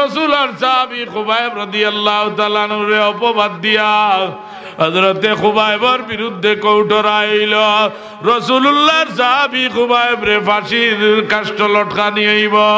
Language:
Sylheti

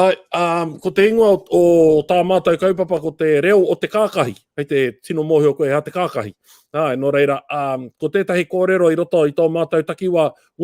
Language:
Māori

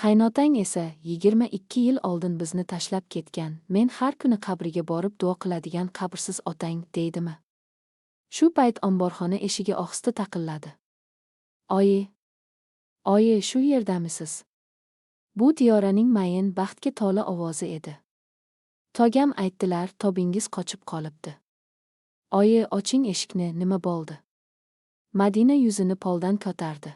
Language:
Uzbek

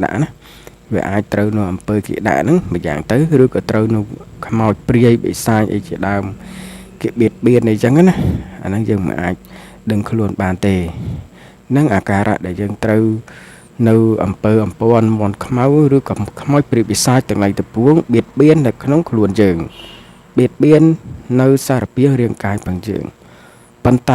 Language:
Khmer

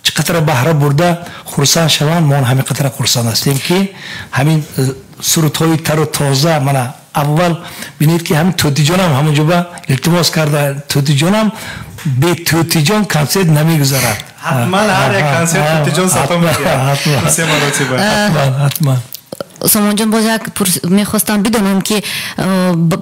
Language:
Tajik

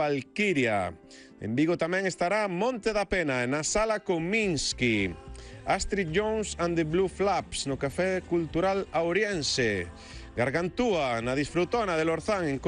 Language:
Galician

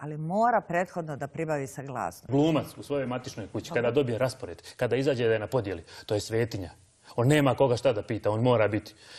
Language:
Serbian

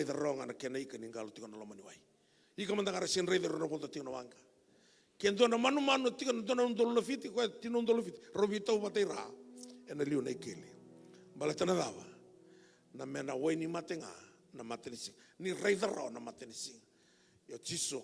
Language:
Fijian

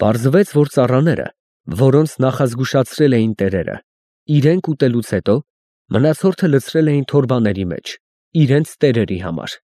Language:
Armenian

